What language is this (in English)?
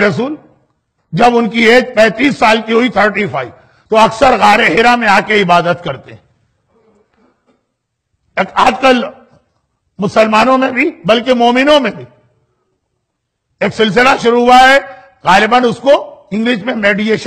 Urdu